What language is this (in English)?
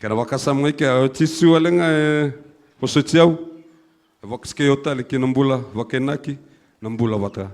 Fijian